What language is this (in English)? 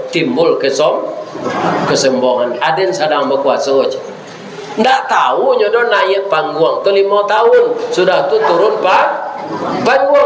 Minangkabau